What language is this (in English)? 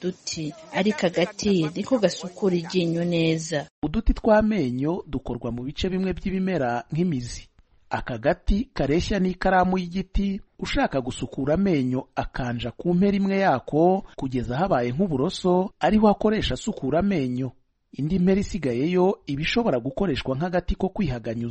Kinyarwanda